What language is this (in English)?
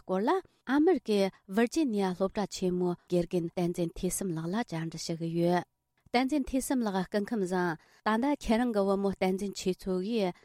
Tibetan